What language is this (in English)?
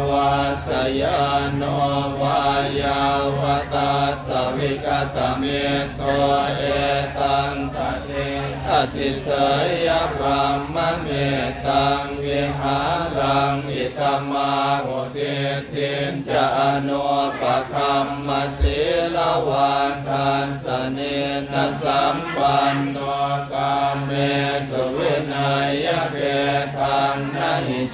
Pali